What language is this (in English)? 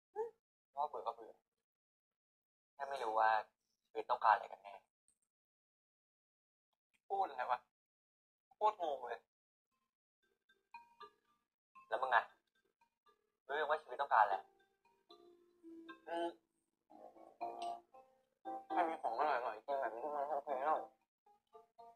Thai